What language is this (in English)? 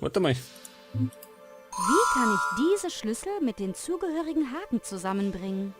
Bavarian